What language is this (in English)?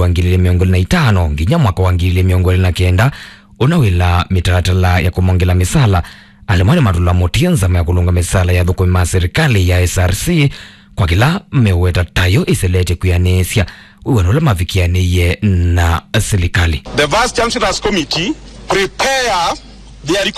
Kamba